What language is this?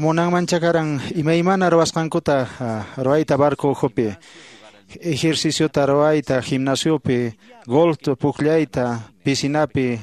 Quechua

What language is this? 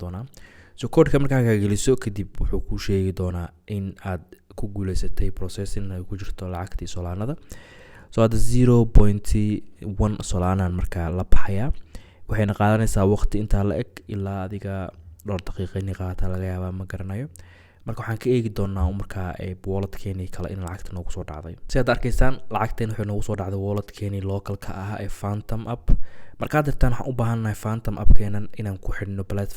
Somali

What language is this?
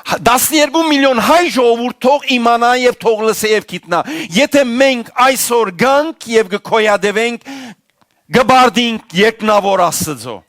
Western Armenian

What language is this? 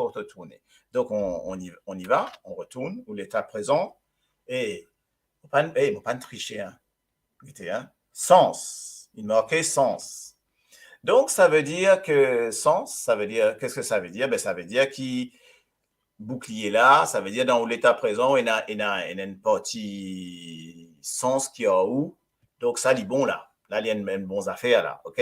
Morisyen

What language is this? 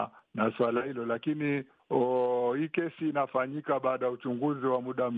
Swahili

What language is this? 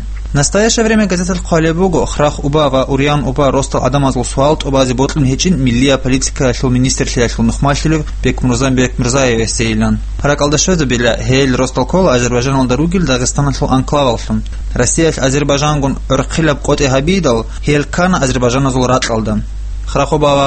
Avaric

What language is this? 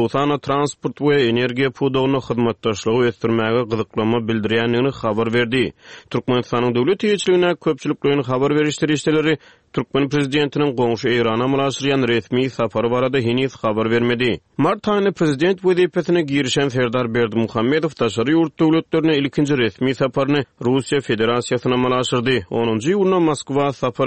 Turkmen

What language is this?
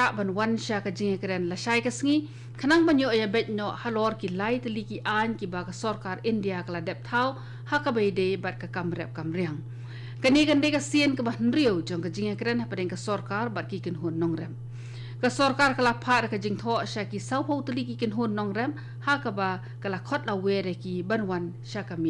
Khasi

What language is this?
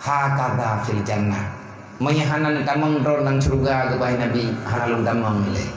Achinese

